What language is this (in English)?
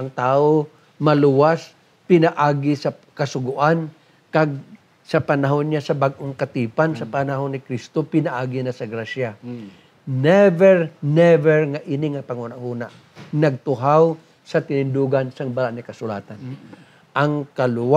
Hiligaynon